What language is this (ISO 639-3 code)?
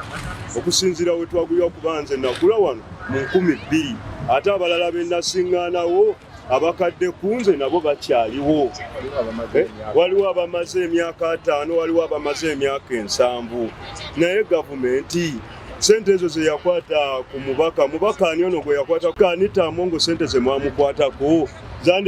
lug